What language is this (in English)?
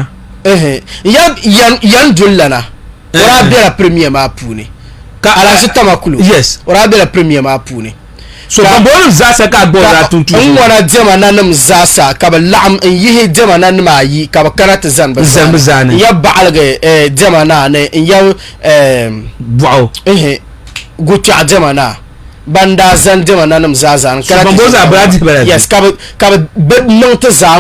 Dagbani